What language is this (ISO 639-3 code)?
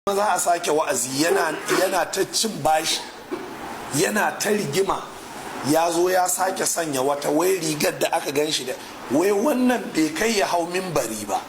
hau